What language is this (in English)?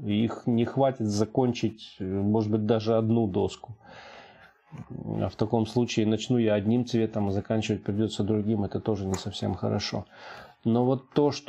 Russian